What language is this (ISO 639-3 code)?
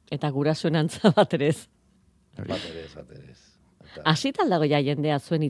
eus